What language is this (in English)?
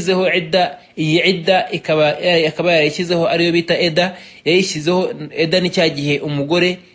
Kinyarwanda